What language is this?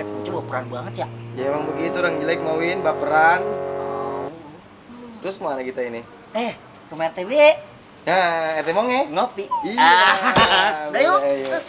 Betawi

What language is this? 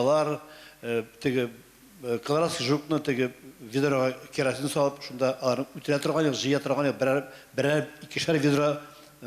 Tatar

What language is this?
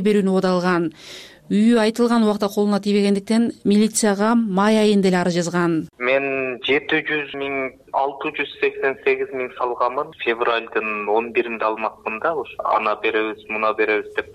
Kyrgyz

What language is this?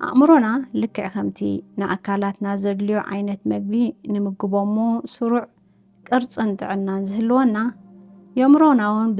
Tigrinya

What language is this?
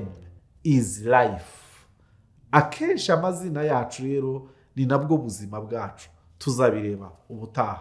Kinyarwanda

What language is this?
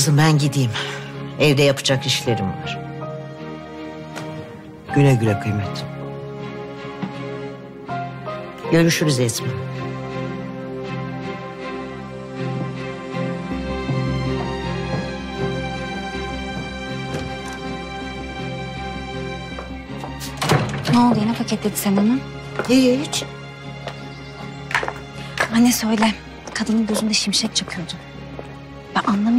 Turkish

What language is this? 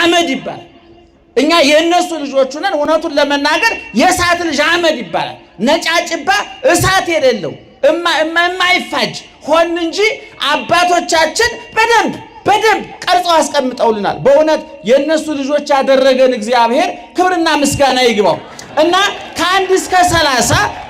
Amharic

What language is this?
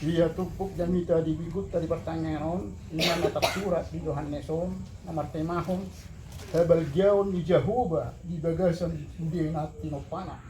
Batak Toba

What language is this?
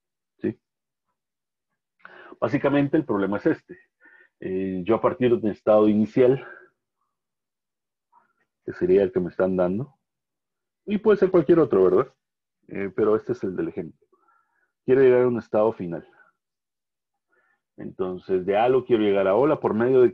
Spanish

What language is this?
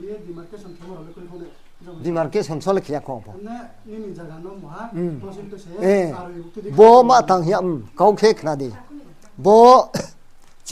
Riang (India)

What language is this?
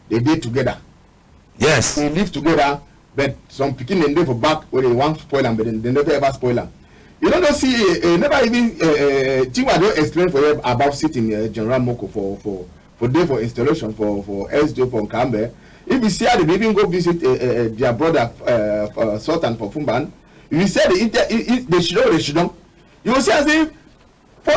Cameroon Pidgin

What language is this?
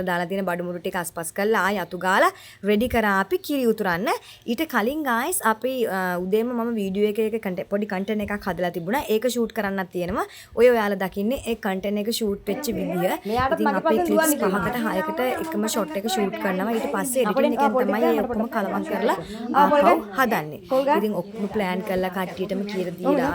Sinhala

